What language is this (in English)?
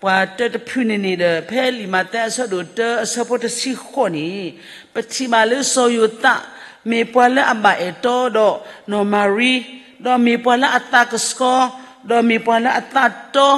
S'gaw Karen